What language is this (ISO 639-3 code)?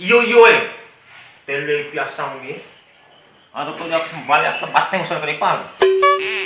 bhp